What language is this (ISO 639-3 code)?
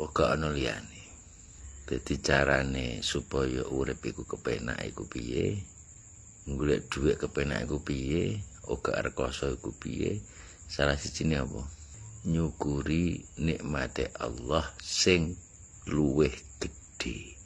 jav